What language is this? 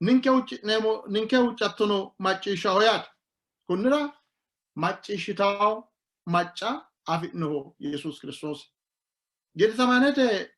Sidamo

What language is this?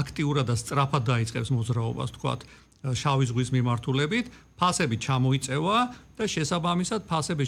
Georgian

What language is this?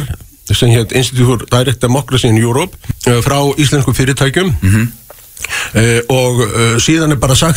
Icelandic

